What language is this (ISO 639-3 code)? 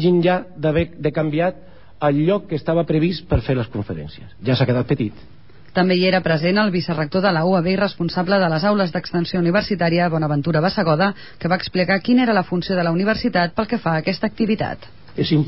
cat